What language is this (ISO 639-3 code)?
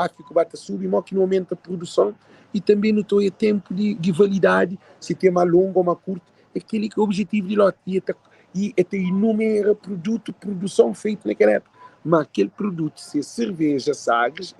kea